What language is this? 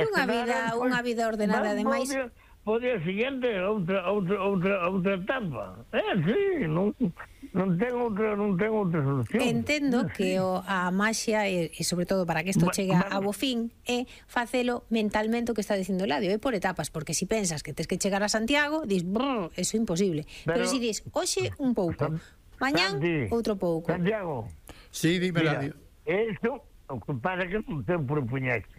Galician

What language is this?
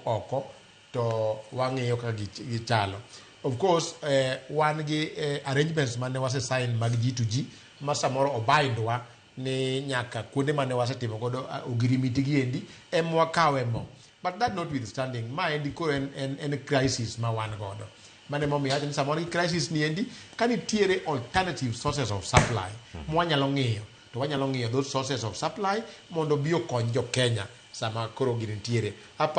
Luo (Kenya and Tanzania)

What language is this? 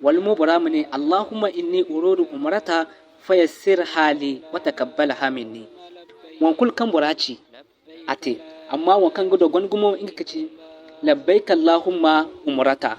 Zarma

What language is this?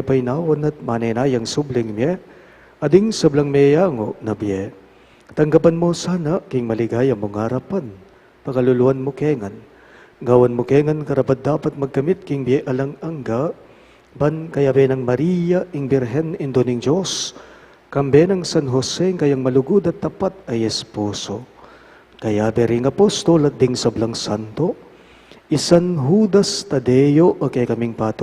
Pampanga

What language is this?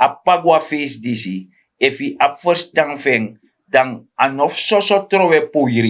Sranan Tongo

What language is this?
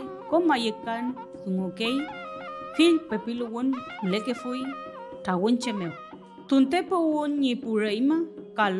Mapuche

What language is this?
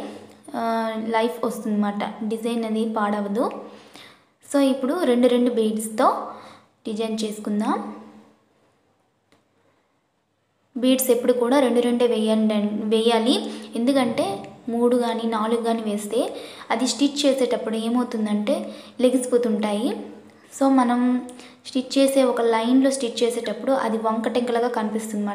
Telugu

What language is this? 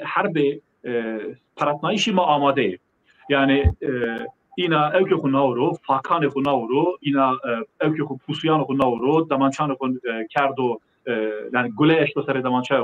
Zaza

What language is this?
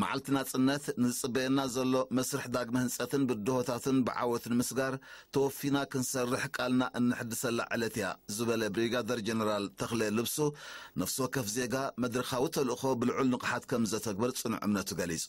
Tigrinya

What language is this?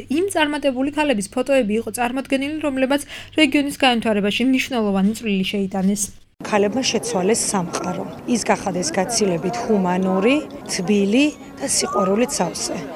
Georgian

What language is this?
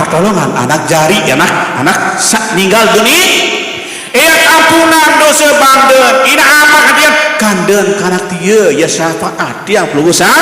Sasak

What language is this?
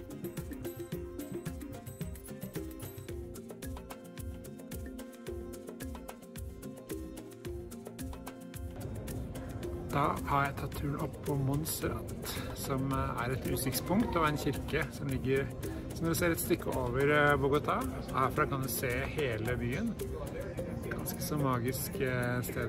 Norwegian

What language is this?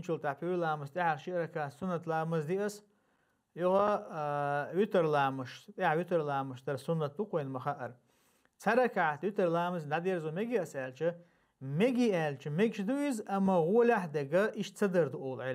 Chechen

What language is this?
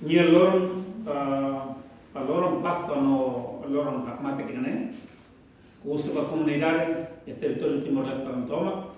Tetum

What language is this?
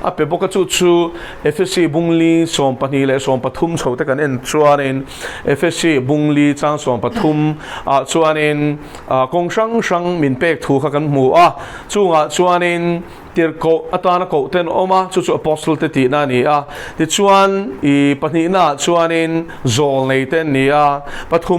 Mizo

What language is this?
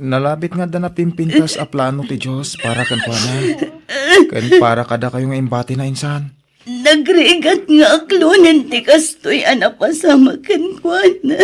Iloko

